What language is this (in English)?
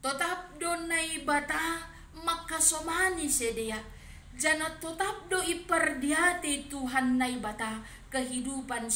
Batak Simalungun